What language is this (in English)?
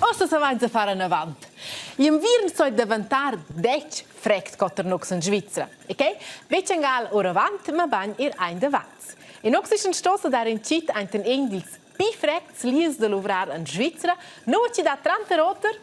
Romansh